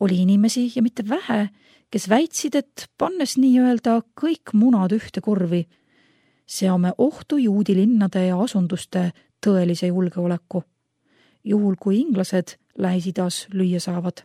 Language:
Estonian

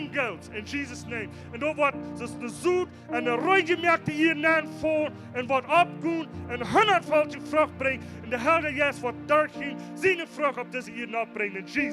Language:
Plautdietsch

